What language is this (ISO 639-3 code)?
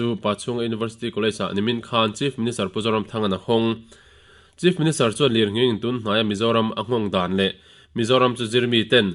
lus